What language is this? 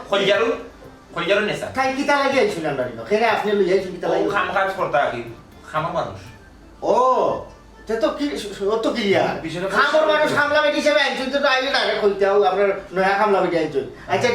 Sylheti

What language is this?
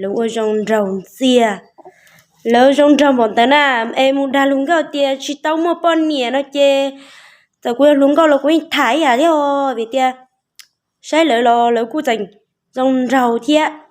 Hmong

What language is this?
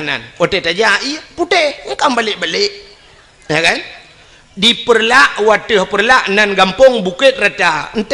Achinese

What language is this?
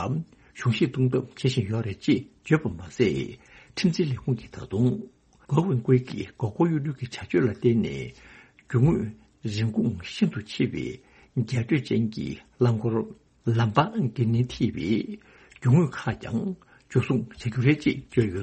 Tibetan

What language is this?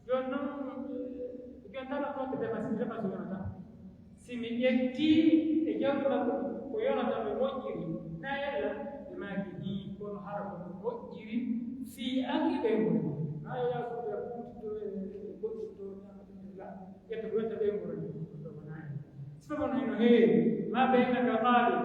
Pular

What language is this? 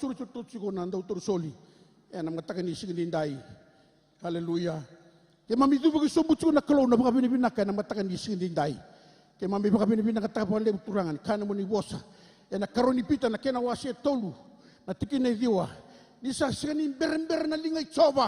Fijian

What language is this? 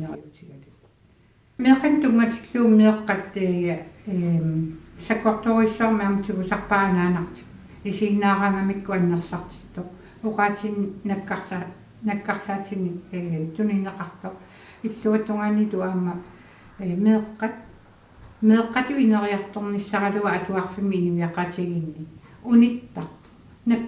Kalaallisut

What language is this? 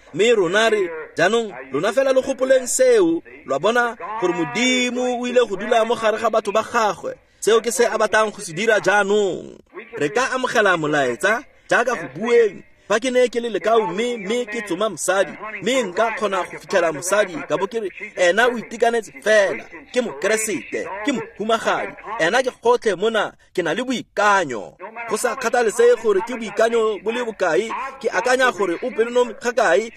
Tswana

